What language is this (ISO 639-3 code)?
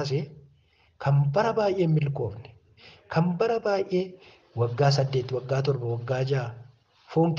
orm